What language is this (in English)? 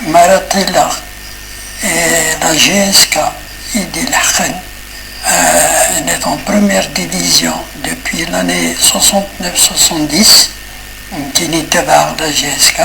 Kabyle